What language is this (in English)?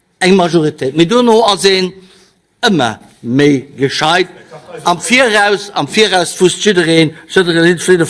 Luxembourgish